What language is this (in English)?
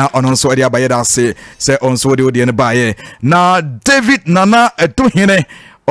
Akan